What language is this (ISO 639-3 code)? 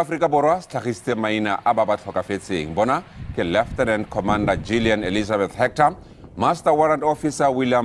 tsn